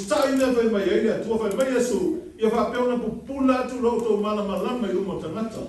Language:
Samoan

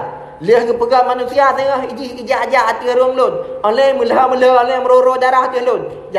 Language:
Achinese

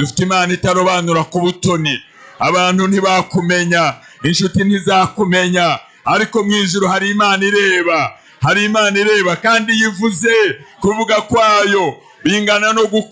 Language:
Kinyarwanda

